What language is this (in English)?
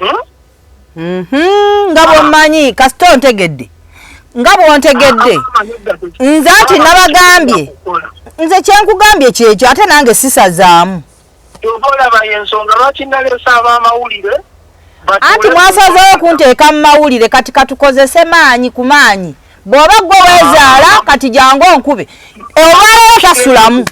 Ganda